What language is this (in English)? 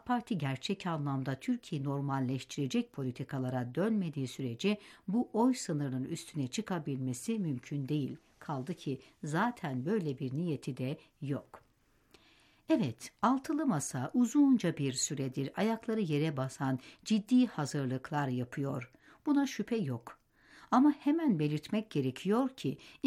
Turkish